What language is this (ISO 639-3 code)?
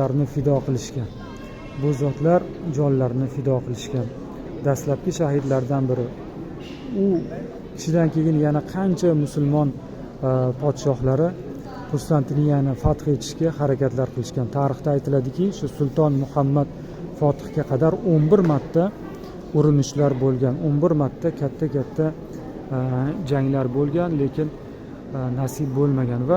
uzb